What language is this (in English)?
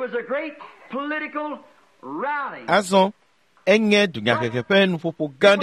Ewe